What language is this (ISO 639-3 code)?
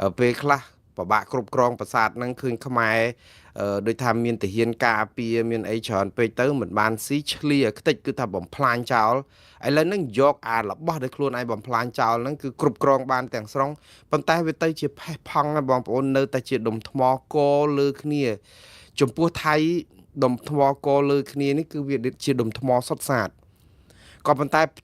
khm